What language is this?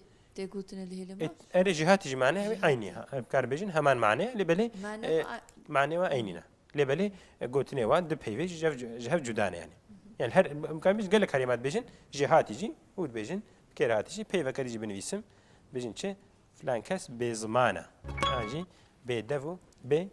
Kurdish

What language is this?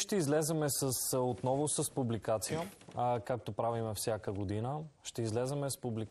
Bulgarian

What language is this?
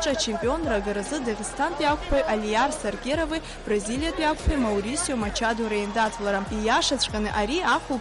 Abkhazian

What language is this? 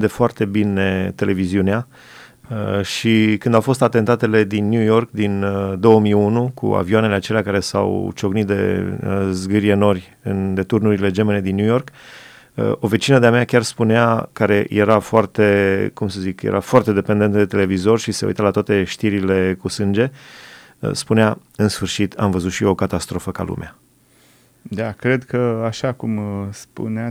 Romanian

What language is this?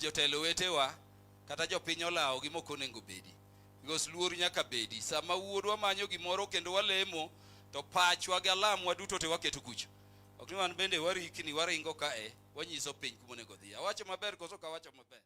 Luo (Kenya and Tanzania)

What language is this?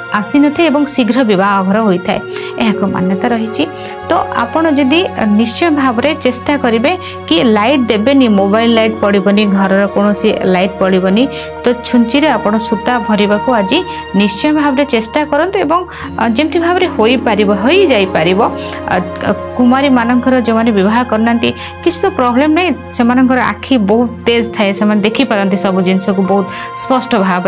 Odia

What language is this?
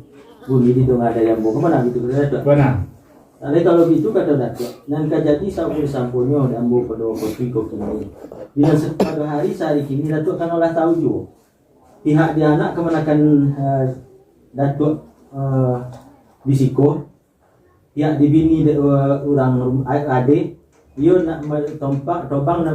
Minangkabau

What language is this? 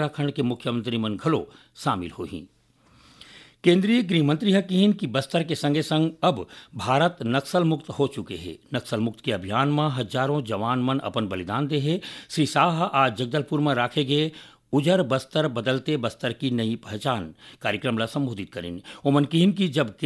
Chhattisgarhi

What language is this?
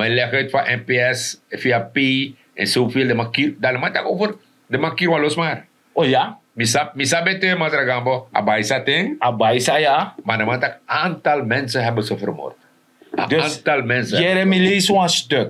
Sranan Tongo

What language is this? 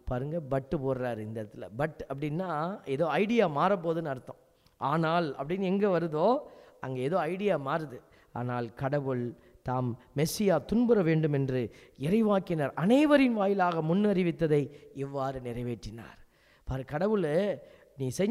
Tamil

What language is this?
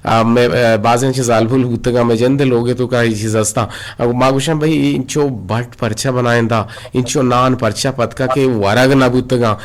Eastern Balochi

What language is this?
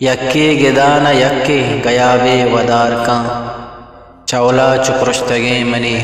Eastern Balochi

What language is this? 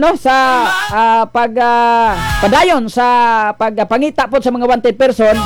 Cebuano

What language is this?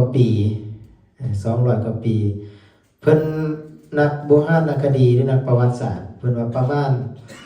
Lao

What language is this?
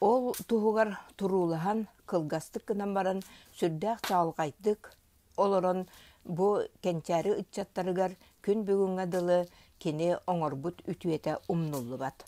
Yakut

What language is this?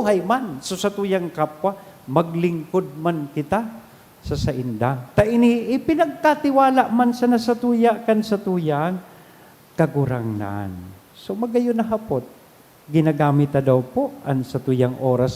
Bikol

